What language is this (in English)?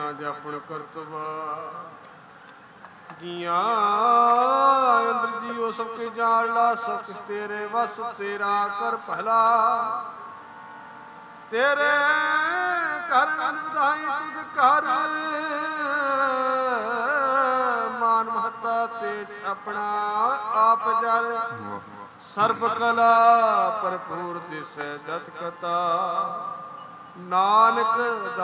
Punjabi